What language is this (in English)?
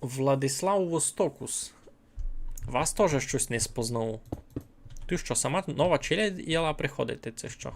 Rusyn